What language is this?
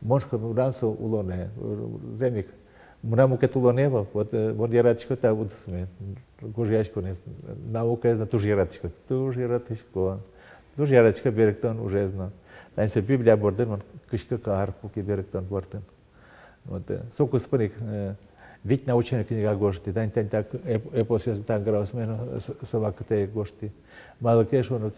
Udmurt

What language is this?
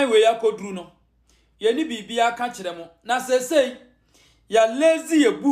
Akan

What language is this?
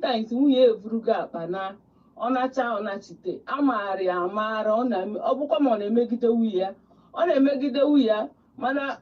Igbo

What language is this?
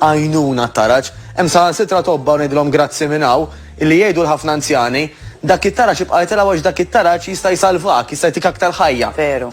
Maltese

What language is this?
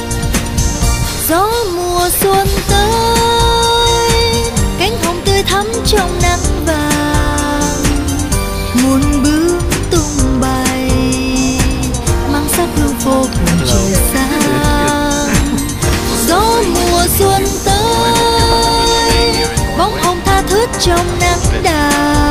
Vietnamese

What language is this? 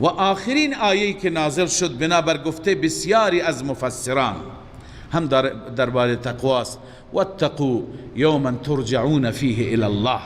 Persian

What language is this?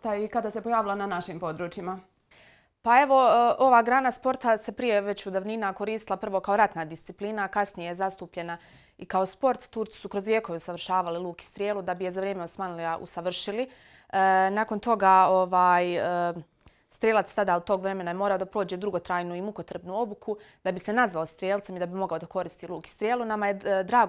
Bosnian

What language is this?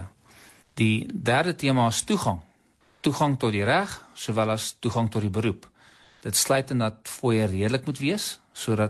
Afrikaans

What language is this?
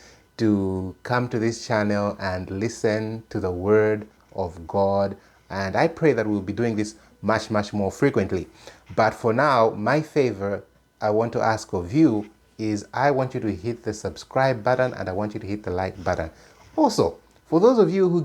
English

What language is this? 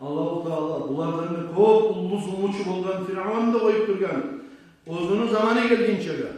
Kumyk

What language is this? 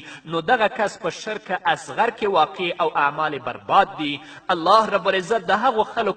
Pashto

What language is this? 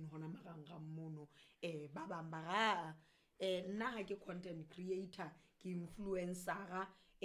Southern Sotho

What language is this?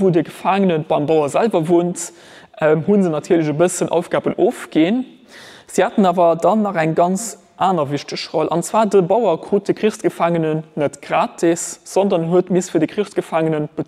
Luxembourgish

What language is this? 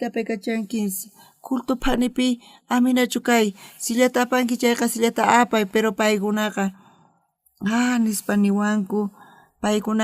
South Bolivian Quechua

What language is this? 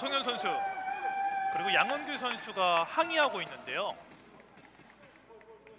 Korean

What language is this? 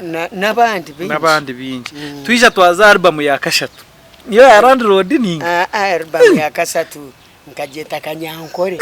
Nyankole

